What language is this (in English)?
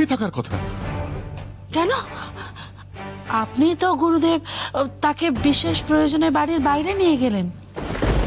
Bangla